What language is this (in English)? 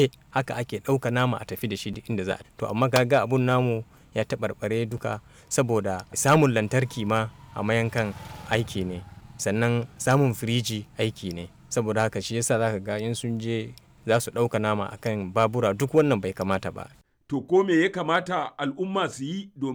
Hausa